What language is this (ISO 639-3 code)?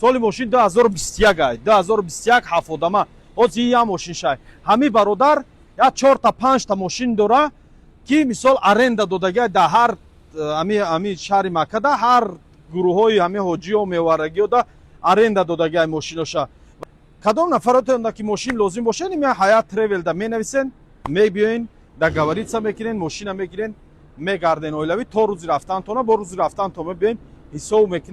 tgk